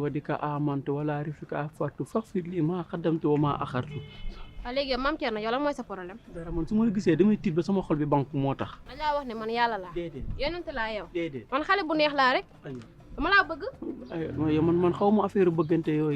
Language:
Wolof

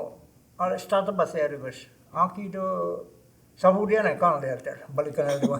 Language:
Choctaw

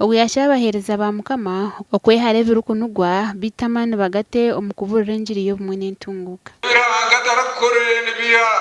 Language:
Nyankole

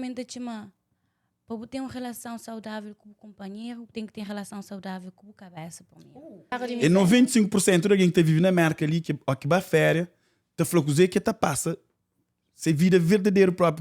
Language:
Kabuverdianu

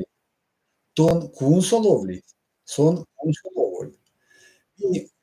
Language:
Erzya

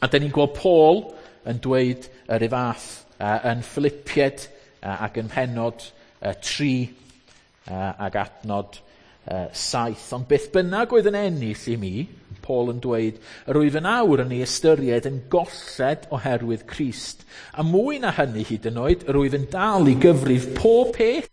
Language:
Welsh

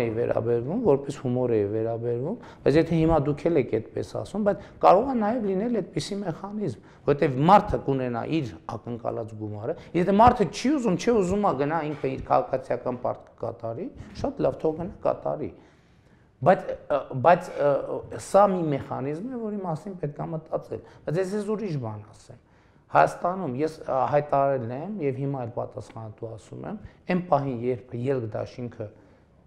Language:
Armenian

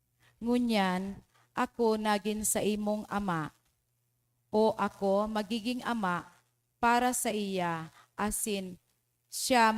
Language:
Bikol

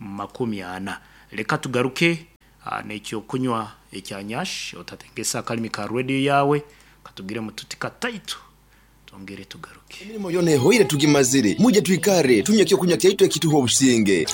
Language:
Nyankole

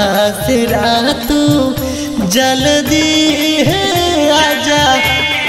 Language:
Bhojpuri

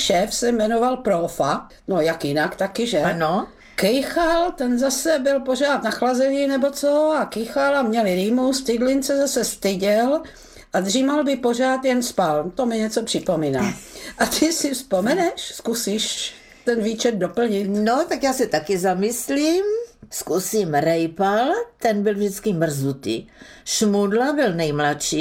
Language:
Czech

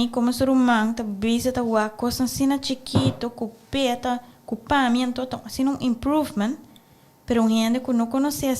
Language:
Papiamento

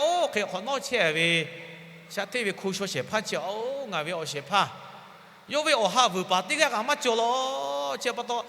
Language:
Lahu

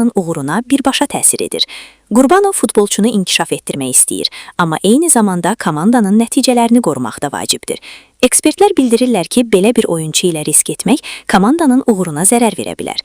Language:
Azerbaijani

